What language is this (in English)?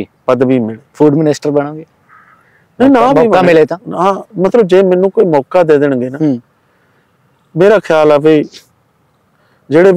Punjabi